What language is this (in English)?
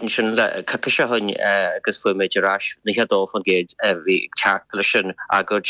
Irish